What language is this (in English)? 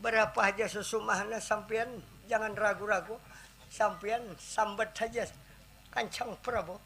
Banjar